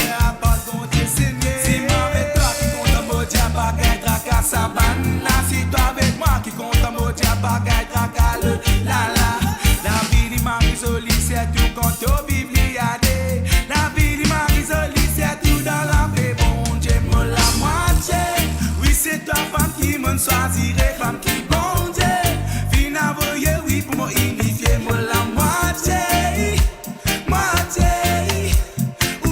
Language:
Morisyen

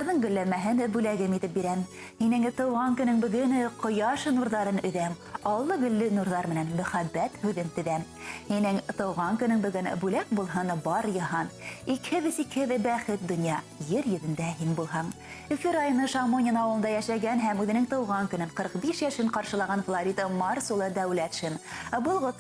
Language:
Bashkir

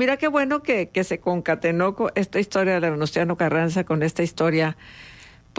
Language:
Spanish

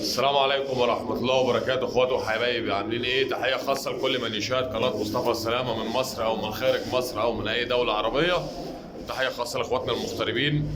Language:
Egyptian Arabic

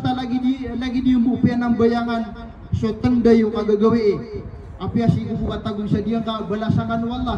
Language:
Maranao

